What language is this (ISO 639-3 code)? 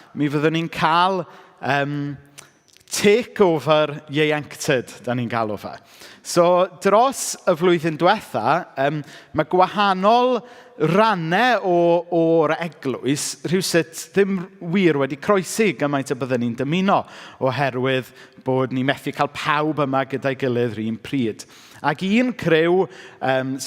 cym